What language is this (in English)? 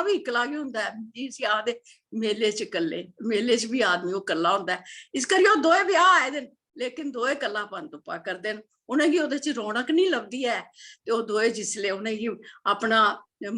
Dogri